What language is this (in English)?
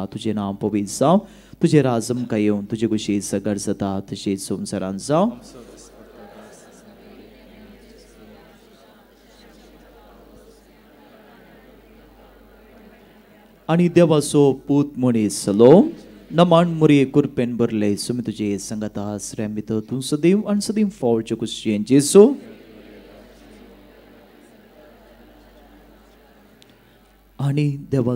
Konkani